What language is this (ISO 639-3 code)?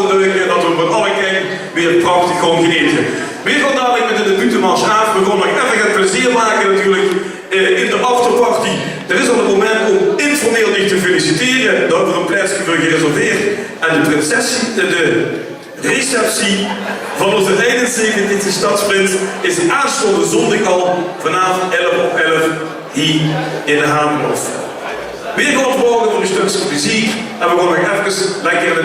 lim